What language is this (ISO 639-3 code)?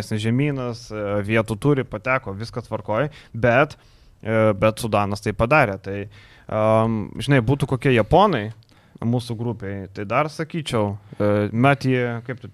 lit